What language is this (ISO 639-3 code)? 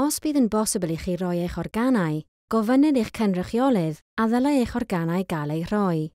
cym